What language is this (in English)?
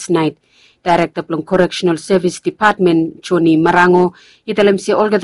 Bislama